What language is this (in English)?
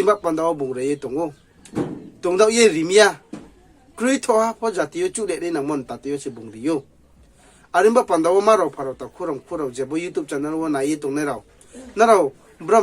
Riang (India)